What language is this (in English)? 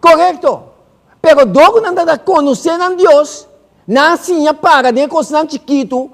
Papiamento